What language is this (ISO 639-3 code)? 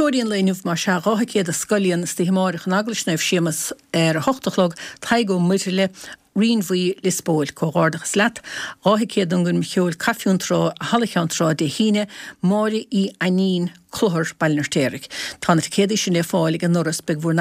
gle